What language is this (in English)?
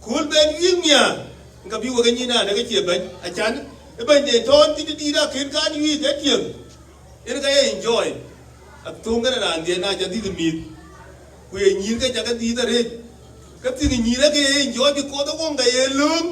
Dinka